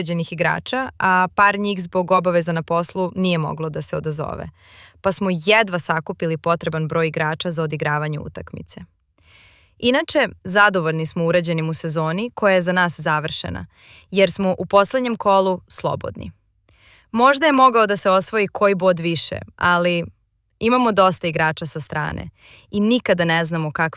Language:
Serbian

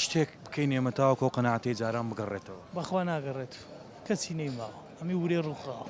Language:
Central Kurdish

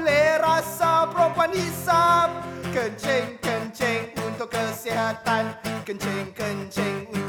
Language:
Malay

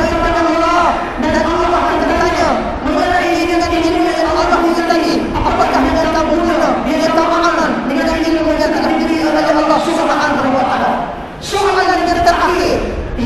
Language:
Malay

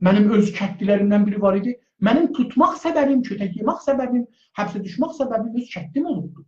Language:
South Azerbaijani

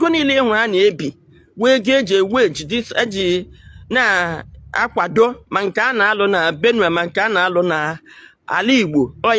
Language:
Igbo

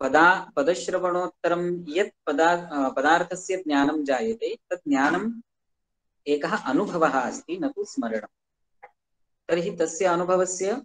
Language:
Sanskrit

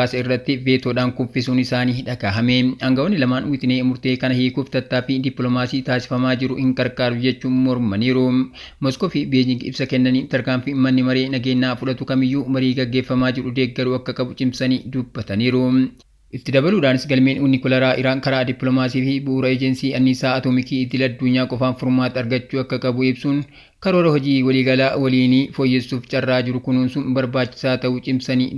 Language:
Oromo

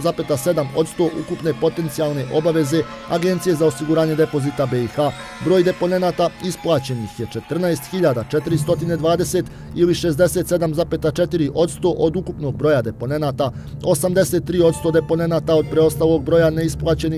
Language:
Bosnian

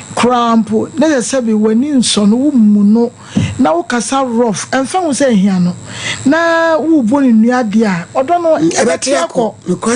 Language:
Akan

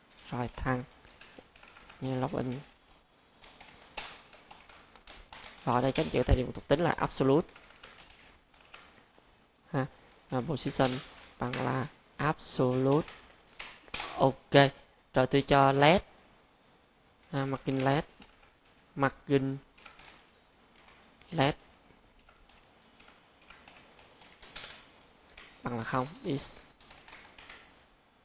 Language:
Vietnamese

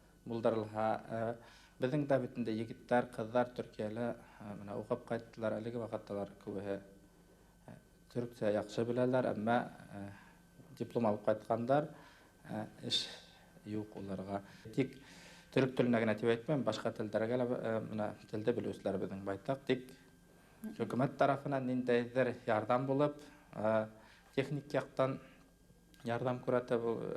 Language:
Bashkir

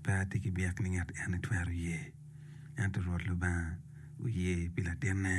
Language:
Acoli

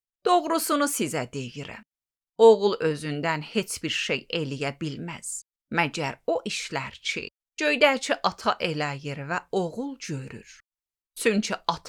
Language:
Azerbaijani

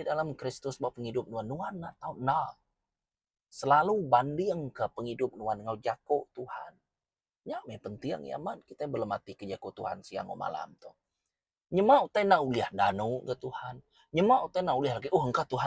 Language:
Iban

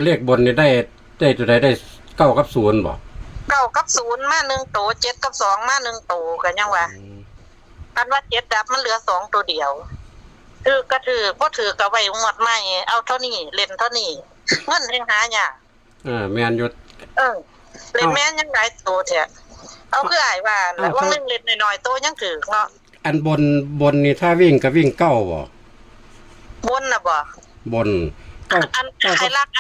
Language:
Northeastern Thai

